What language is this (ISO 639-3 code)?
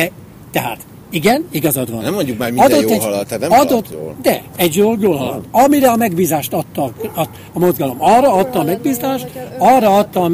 hun